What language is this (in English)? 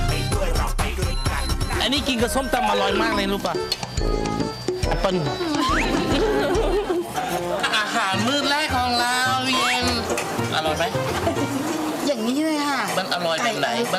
Thai